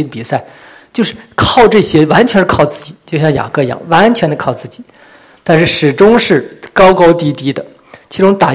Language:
Chinese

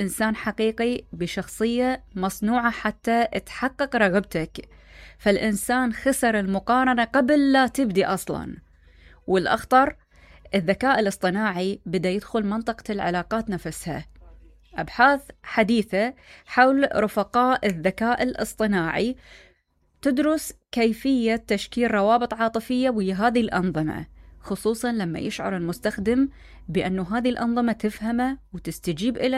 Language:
Mesopotamian Arabic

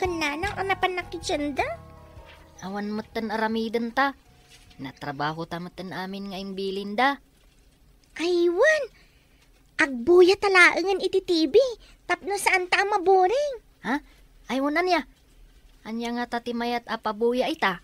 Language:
Iloko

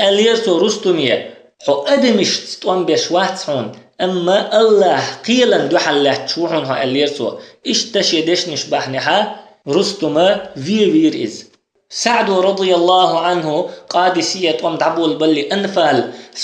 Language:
Chechen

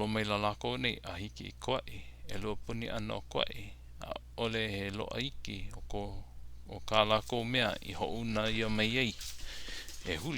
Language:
Hawaiian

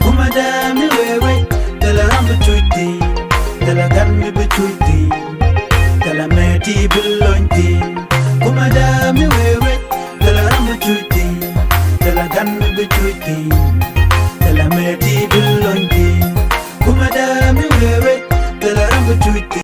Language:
Nuer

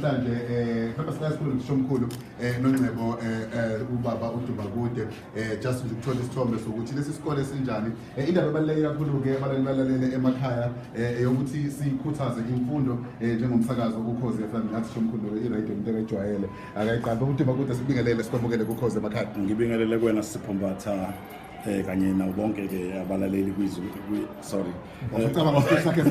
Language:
Zulu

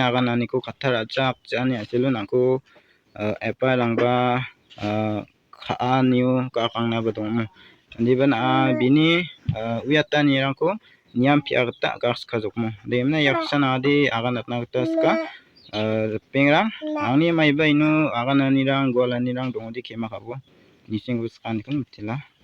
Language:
Garo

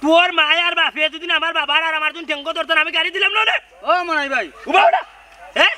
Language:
Sylheti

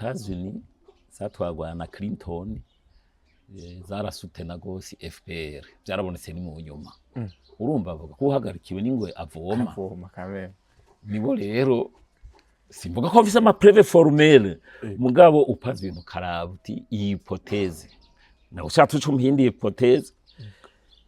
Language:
Rundi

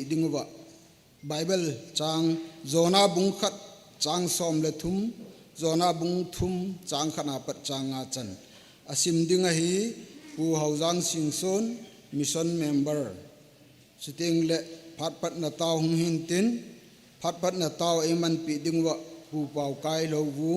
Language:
Thado Chin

